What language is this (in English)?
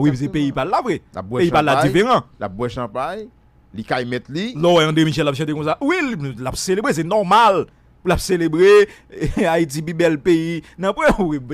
Haitian Creole